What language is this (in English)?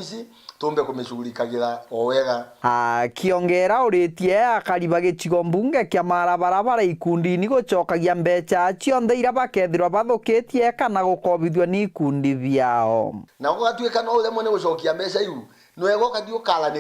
Meru